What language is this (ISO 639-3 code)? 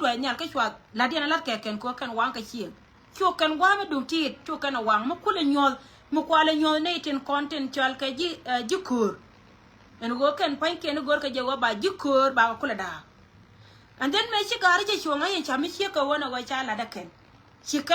nus